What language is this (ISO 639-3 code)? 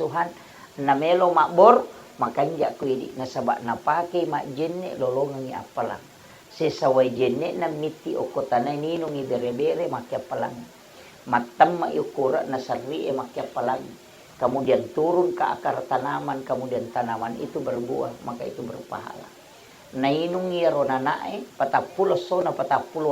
bug